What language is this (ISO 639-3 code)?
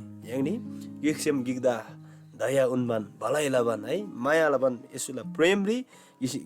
taj